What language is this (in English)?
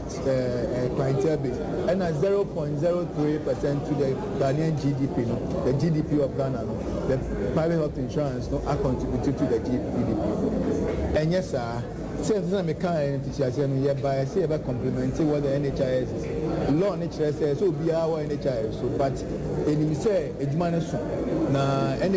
Akan